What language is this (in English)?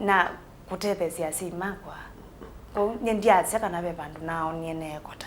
Kamba